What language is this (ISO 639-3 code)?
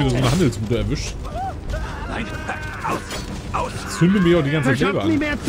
deu